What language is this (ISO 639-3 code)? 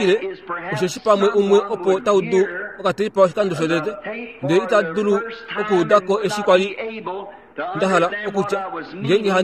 kua